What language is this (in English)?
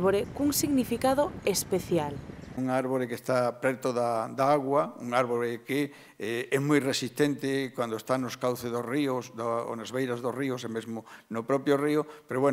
Galician